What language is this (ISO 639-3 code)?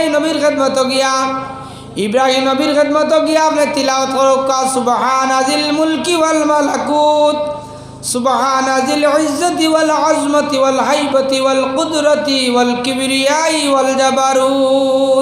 syl